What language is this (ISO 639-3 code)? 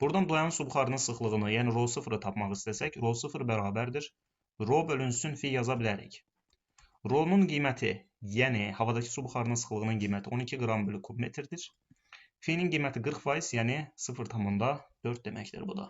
aze